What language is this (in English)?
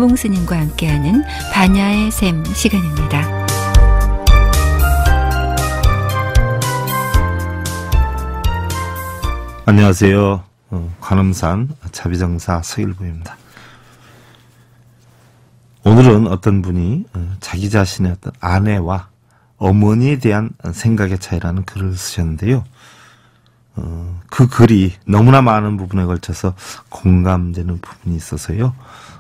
Korean